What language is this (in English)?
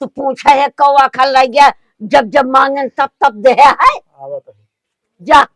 Awadhi